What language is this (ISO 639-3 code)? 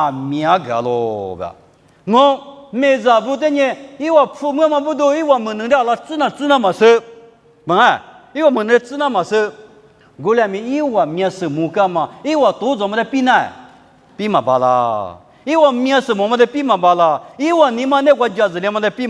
lis